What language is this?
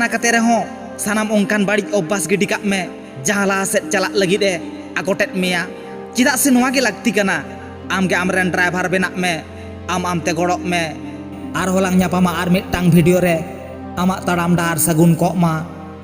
Santali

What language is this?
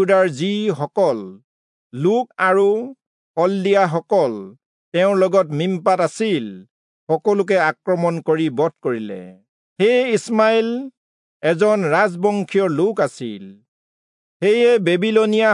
Assamese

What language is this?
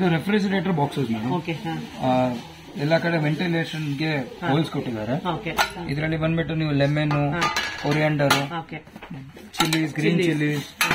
Kannada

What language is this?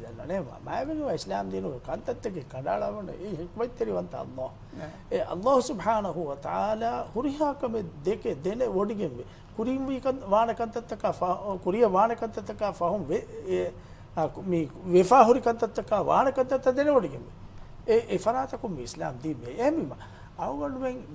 Divehi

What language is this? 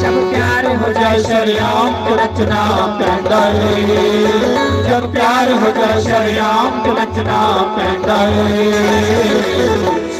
Dogri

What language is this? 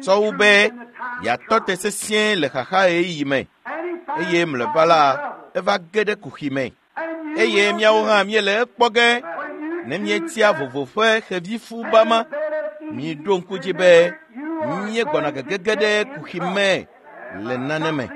Ewe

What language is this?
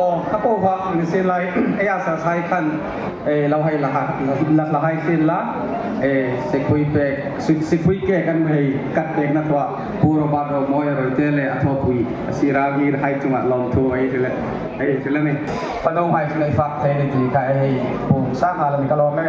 Hmar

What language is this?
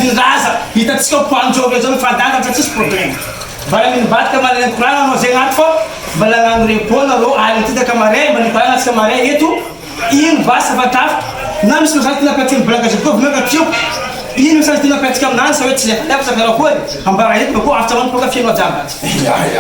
Malagasy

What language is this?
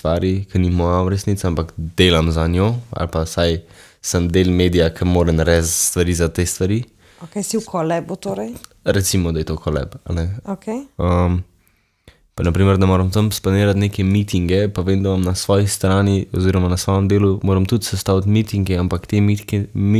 Slovenian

